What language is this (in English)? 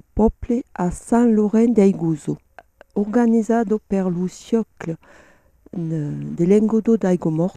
Occitan